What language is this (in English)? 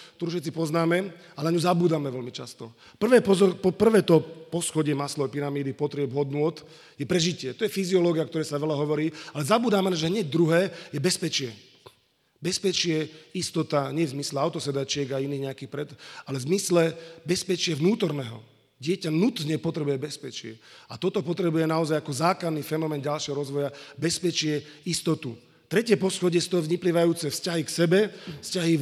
Slovak